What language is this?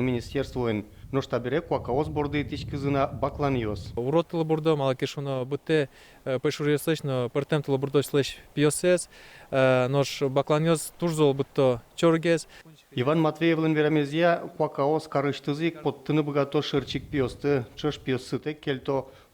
Udmurt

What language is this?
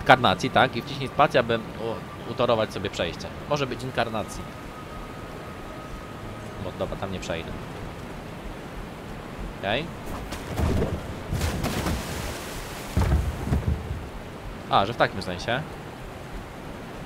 Polish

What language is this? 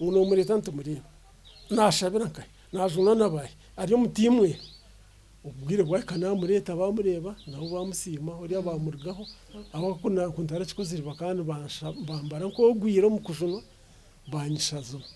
Nyankole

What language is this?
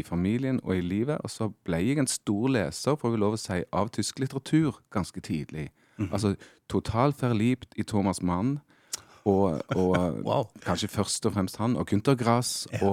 Norwegian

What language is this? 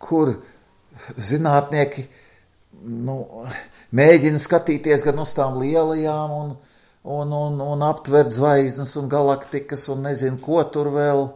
Latvian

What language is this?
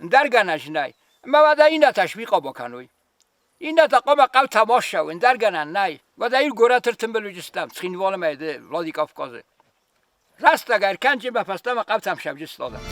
Ossetic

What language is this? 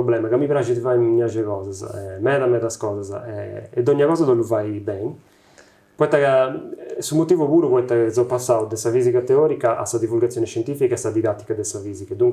Sardinian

